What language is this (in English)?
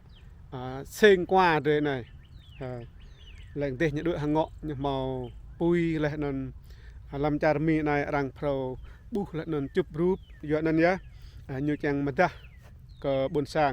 Rade